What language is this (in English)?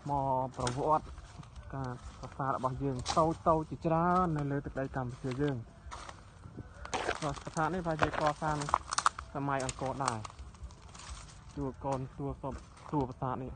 Khmer